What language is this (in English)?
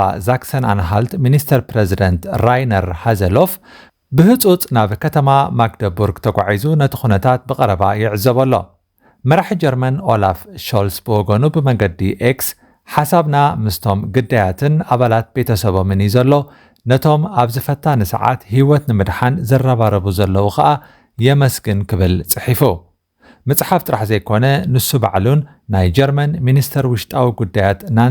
Tigrinya